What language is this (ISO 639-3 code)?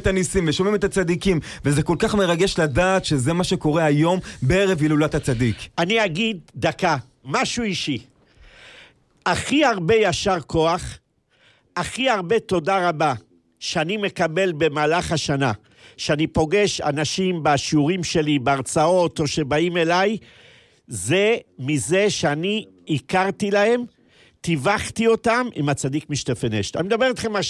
heb